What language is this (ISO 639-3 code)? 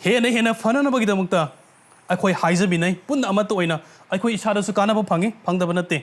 mni